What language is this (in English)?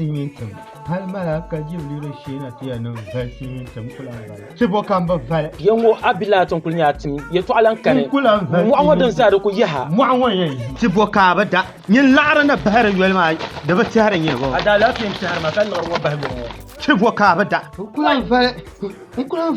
Dagbani